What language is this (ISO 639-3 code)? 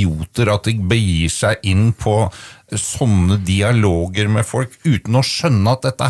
nor